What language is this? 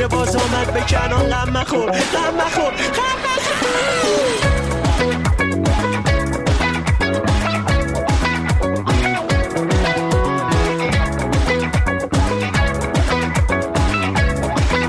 Persian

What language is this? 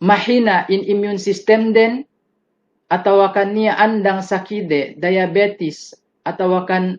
Yakan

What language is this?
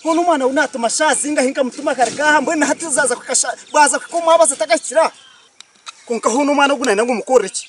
Nyankole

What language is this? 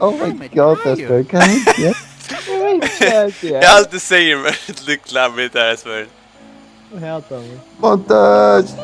Faroese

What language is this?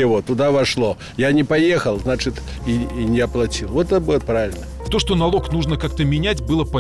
Russian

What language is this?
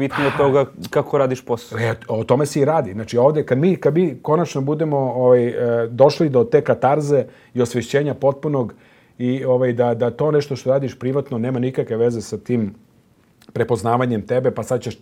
Serbian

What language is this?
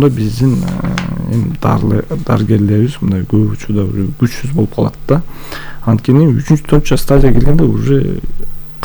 Kyrgyz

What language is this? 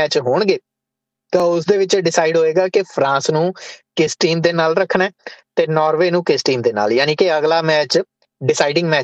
Punjabi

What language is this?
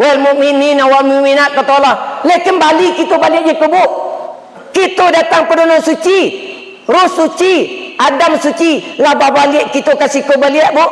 Minangkabau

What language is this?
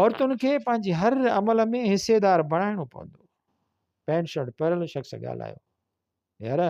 Sindhi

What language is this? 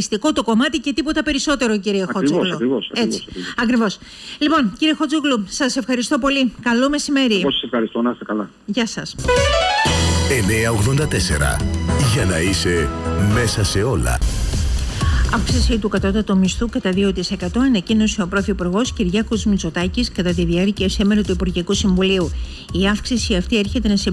Greek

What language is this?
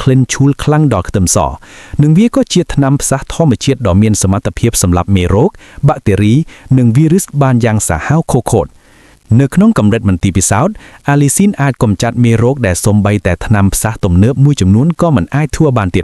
Khmer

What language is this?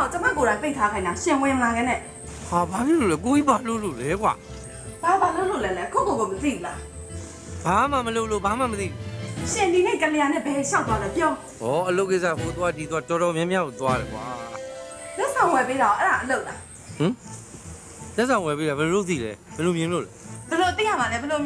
Burmese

